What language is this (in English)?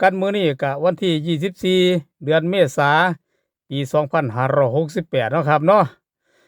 Northeastern Thai